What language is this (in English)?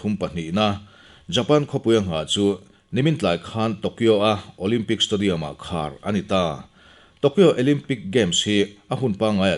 Mizo